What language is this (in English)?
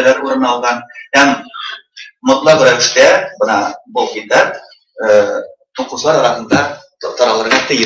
Bashkir